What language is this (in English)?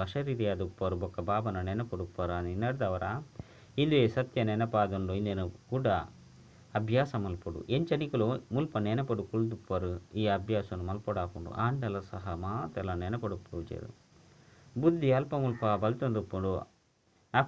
Tulu